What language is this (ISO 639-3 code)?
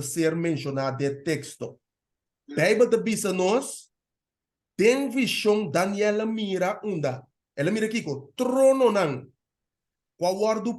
pap